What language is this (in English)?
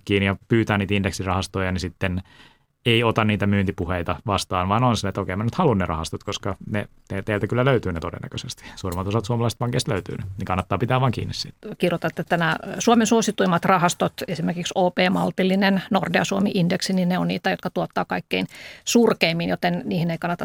Finnish